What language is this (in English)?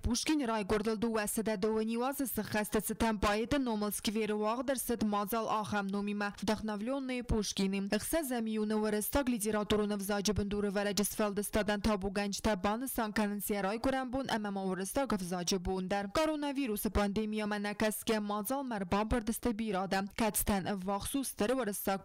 Ossetic